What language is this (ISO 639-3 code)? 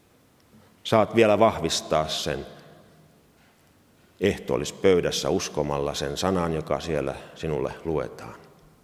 fin